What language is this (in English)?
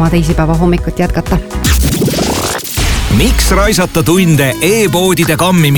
Estonian